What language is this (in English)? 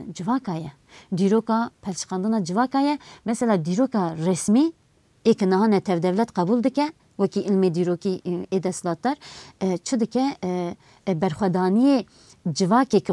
Kurdish